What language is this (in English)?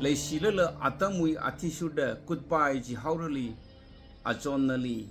Tangkhul Naga (India)